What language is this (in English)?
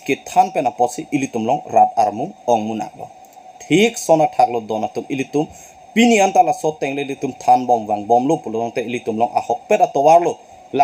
Karbi